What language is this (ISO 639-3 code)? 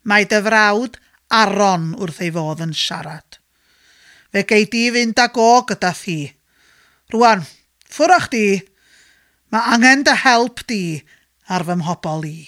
cym